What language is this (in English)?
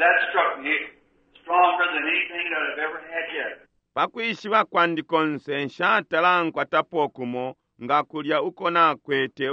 Bemba